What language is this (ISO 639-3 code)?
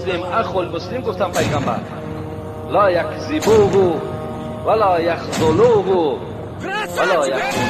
tgk